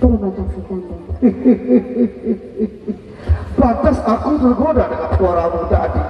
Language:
Sasak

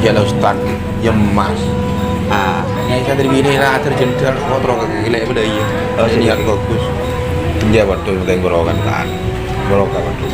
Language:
Madurese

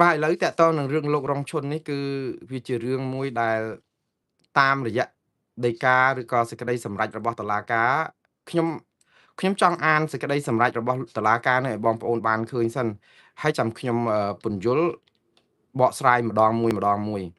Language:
Khmer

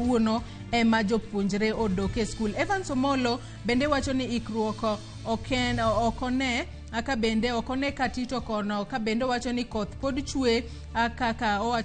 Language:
Luo (Kenya and Tanzania)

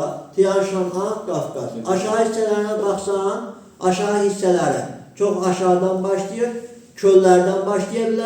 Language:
Azerbaijani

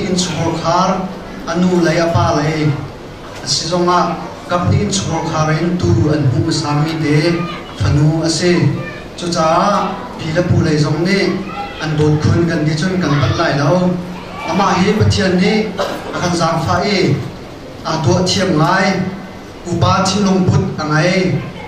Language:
Hakha Chin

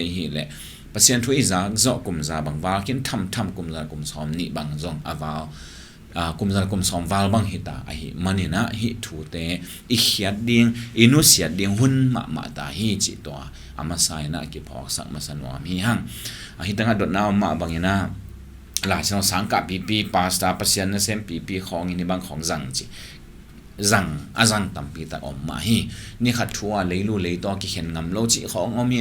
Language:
Tedim Chin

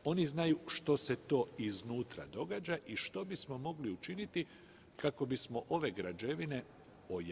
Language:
Croatian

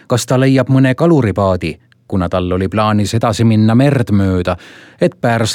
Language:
Estonian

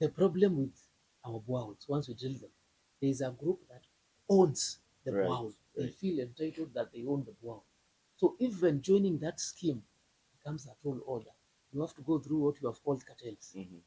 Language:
Meru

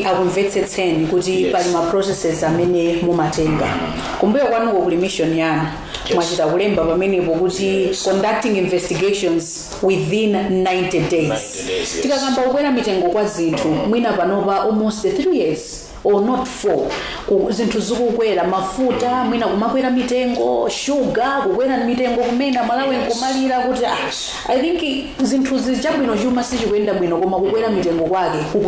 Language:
Nyanja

